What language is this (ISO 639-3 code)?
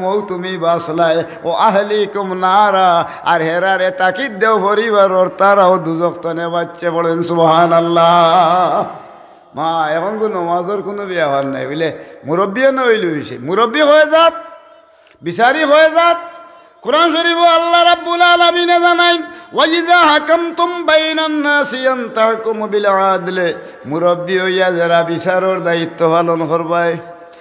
syl